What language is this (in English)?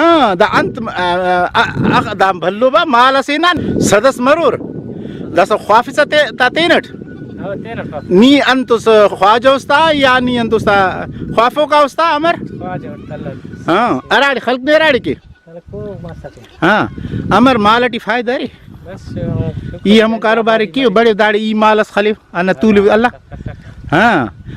Brahui